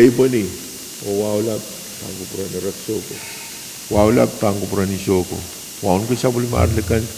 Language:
Pohnpeian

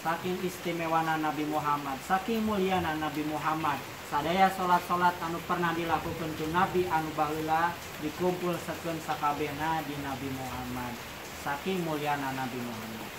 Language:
Sundanese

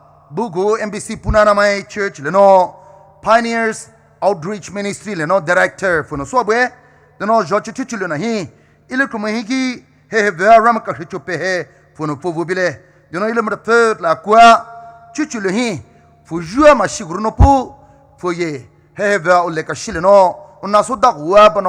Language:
Poumei Naga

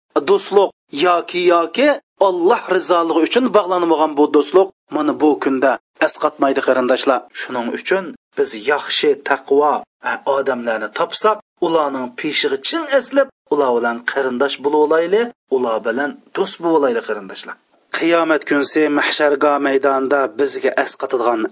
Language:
Uyghur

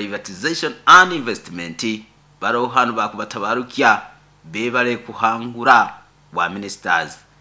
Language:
Nyoro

